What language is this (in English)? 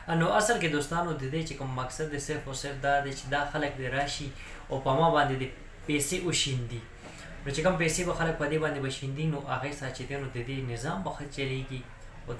Pashto